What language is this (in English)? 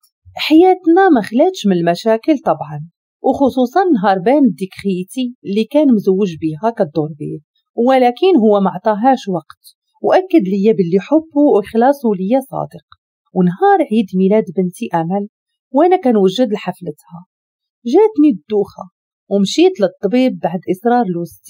Moroccan Arabic